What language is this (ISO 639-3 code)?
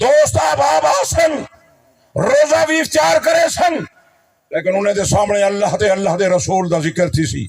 skr